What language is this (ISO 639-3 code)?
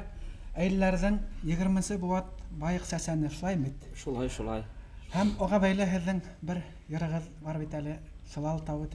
bak